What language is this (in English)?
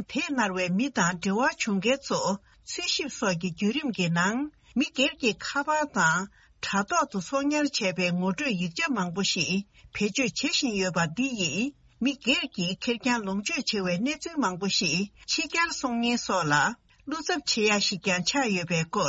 Tibetan